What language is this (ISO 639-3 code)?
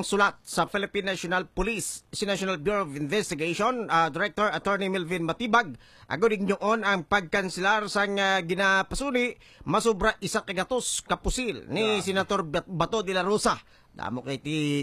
hil